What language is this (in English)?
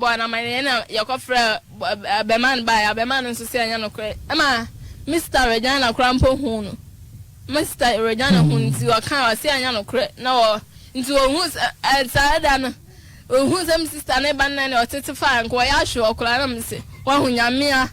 Akan